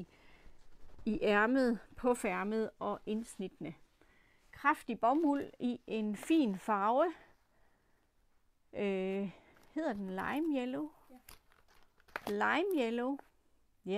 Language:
Danish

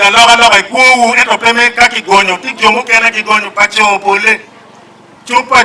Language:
Acoli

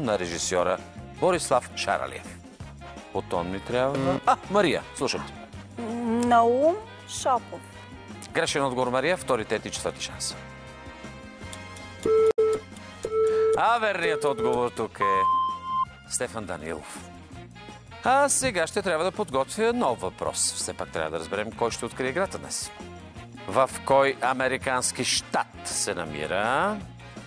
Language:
Bulgarian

